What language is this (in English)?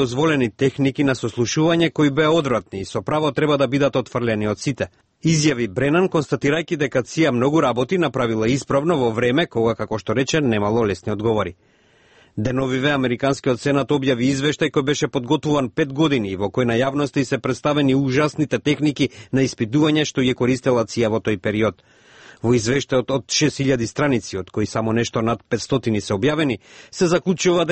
Macedonian